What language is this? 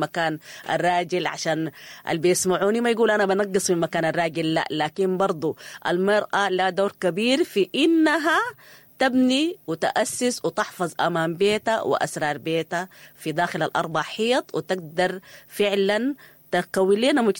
Sudanese Arabic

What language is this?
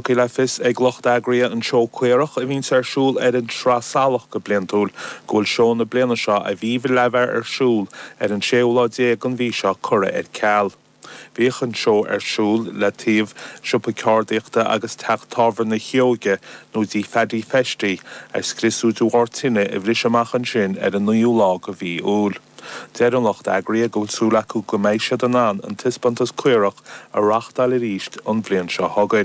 Irish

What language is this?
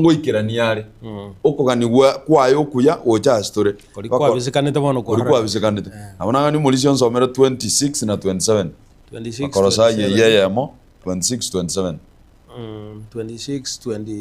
Gusii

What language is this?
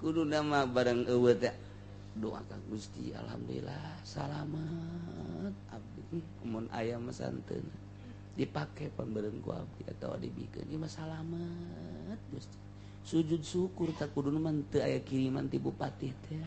Sundanese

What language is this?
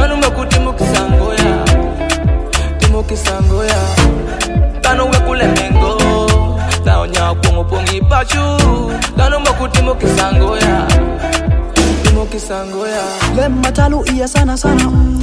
Swahili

